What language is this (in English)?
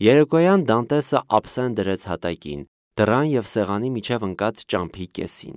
Armenian